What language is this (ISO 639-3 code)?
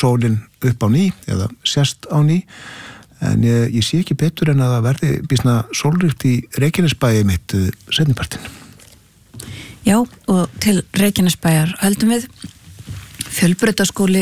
isl